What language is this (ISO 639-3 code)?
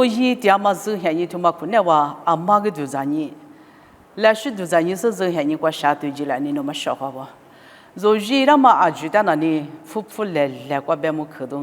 lis